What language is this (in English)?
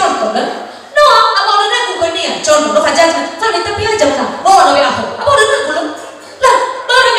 Nias